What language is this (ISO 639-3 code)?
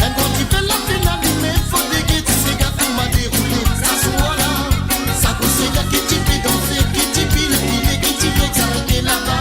mfe